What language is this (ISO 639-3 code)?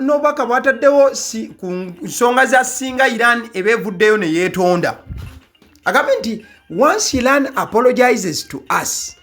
lug